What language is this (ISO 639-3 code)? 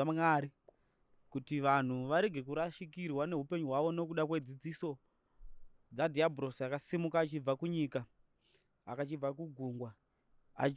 sna